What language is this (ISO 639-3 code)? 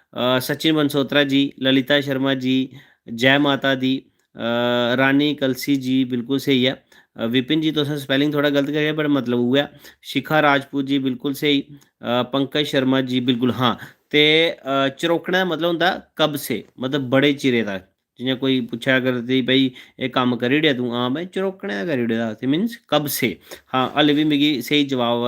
doi